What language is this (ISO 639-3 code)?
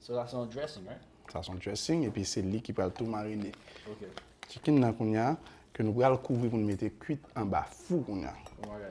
hat